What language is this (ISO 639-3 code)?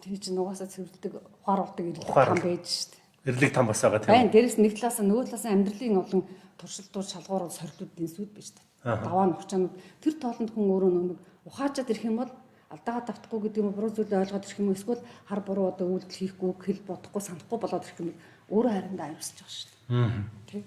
mon